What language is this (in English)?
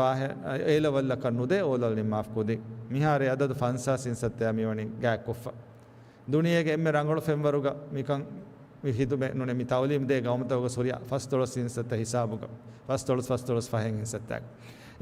Divehi